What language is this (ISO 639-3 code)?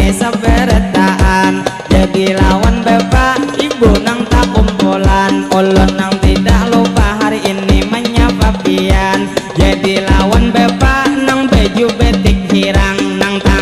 bjn